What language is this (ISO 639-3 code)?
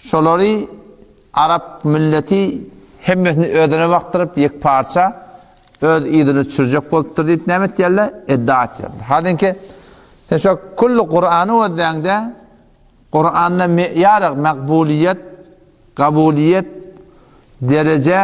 tuk